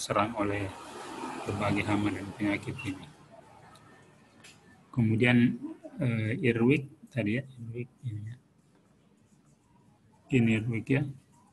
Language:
Indonesian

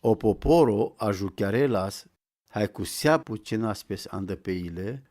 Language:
Romany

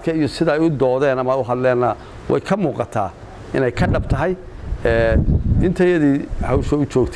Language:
Somali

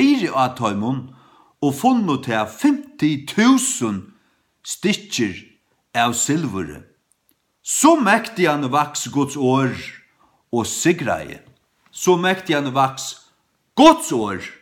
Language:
Faroese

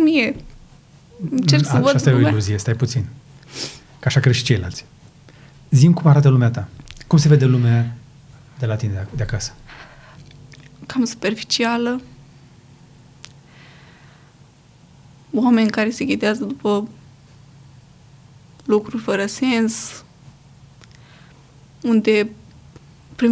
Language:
Romanian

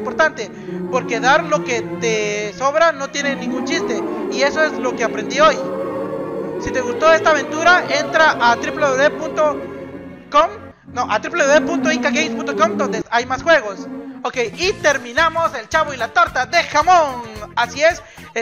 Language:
Spanish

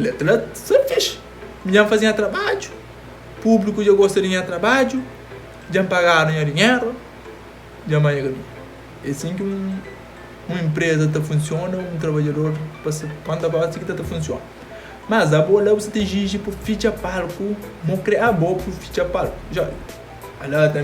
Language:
Kabuverdianu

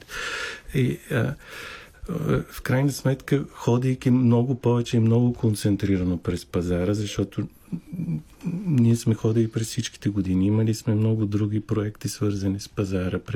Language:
Bulgarian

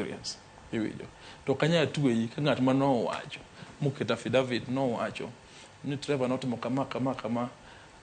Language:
Luo (Kenya and Tanzania)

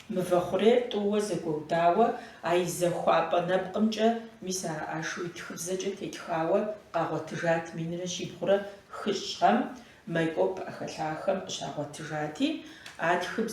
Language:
Kabardian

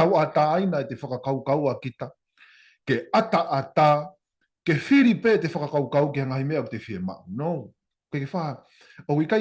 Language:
Tongan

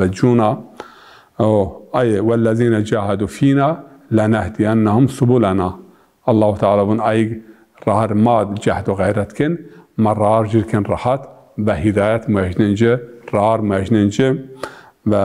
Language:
Zaza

